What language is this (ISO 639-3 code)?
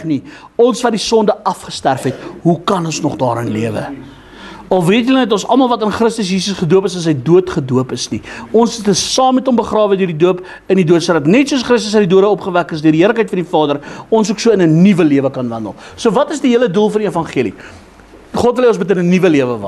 afr